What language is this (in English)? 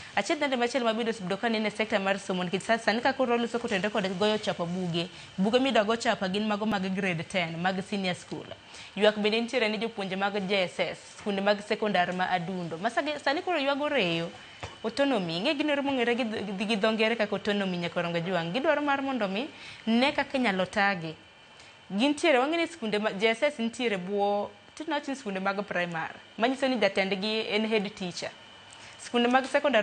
Luo (Kenya and Tanzania)